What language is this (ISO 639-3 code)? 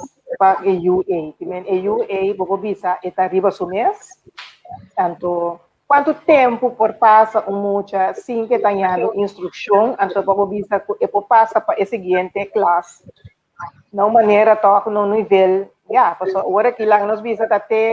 pap